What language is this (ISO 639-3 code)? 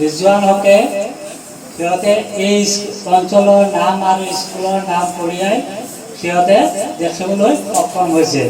asm